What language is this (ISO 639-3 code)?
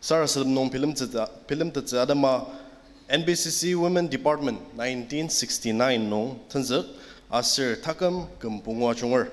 njo